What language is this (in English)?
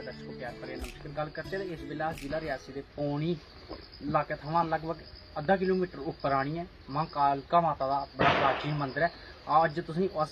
Dogri